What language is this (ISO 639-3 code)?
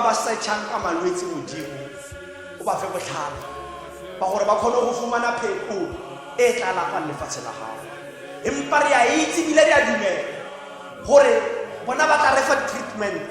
tsn